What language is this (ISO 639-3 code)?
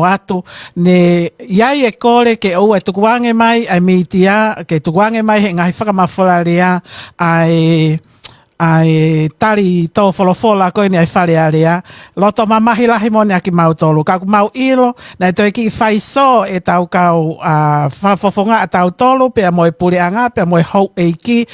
ton